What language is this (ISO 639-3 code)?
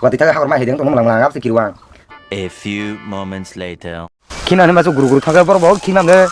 trp